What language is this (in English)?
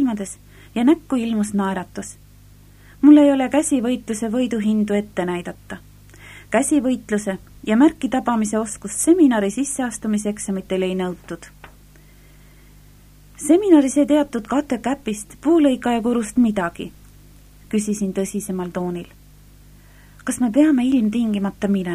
Estonian